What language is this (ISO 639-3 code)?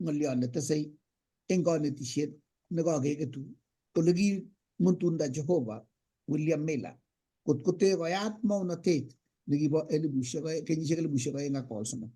kln